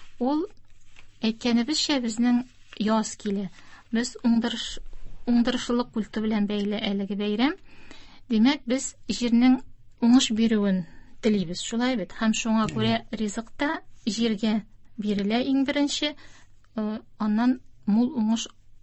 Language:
Tatar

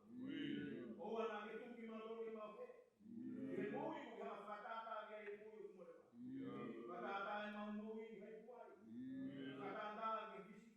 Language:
Tongan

